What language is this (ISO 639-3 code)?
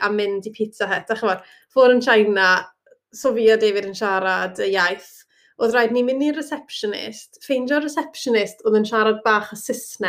cym